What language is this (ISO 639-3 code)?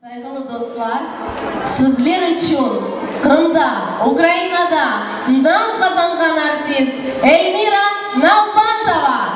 crh